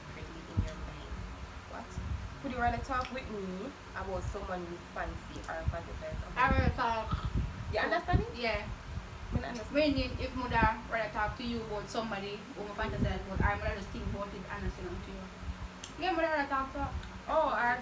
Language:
Jamaican Creole English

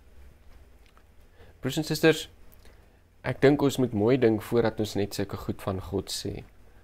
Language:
Afrikaans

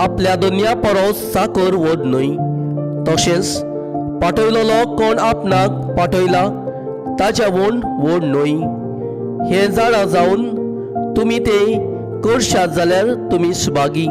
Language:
Konkani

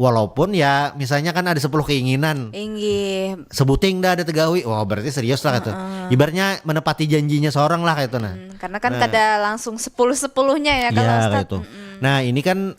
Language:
Banjar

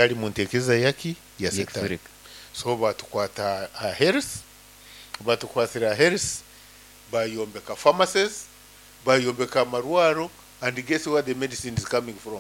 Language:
Nyankole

